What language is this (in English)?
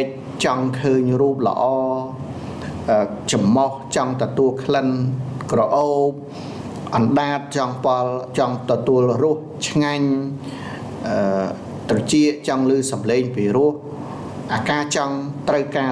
Khmer